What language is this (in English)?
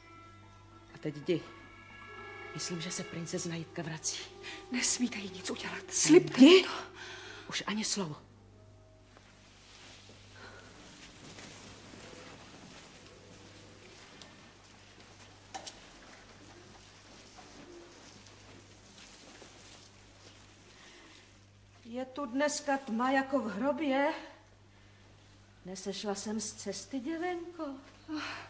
Czech